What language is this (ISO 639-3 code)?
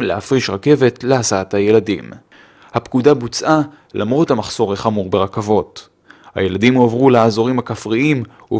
heb